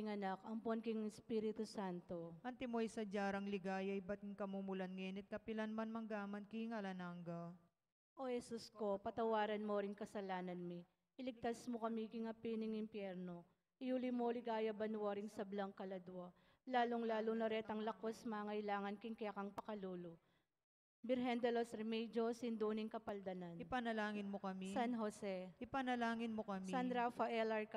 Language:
Pampanga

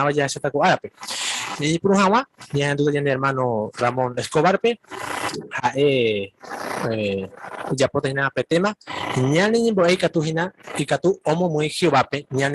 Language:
Guarani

